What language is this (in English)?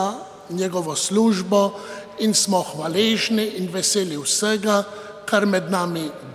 Slovenian